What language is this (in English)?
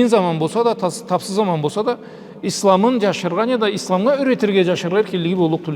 Karachay-Balkar